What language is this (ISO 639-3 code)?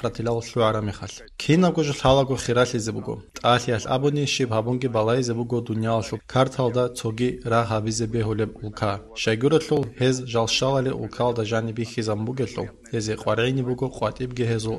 ava